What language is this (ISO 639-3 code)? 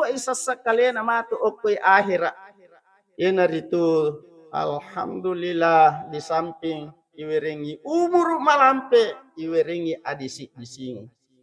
bug